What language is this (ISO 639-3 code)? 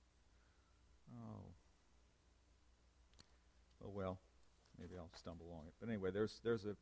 eng